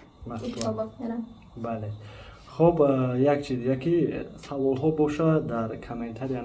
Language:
Tajik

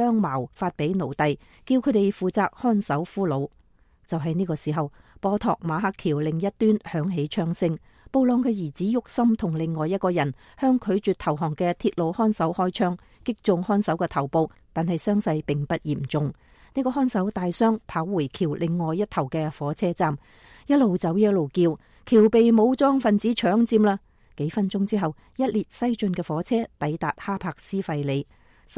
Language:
Cantonese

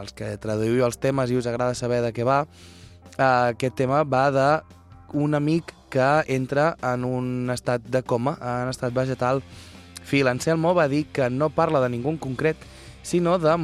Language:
Catalan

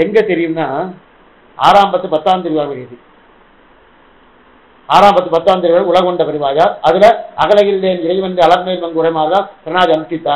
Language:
Tamil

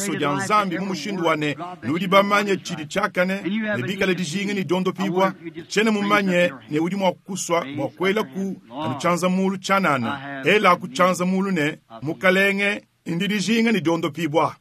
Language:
Luba-Lulua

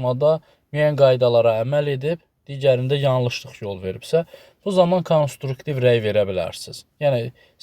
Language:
Azerbaijani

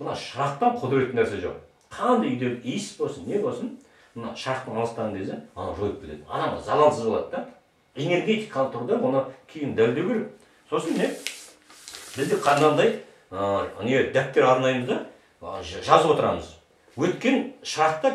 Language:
Kazakh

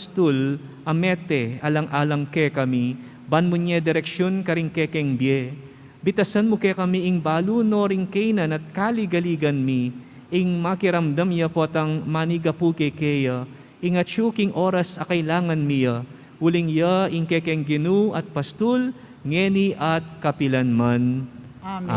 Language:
Pampanga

